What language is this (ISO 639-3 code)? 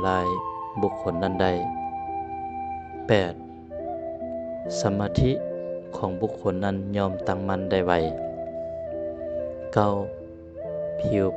lao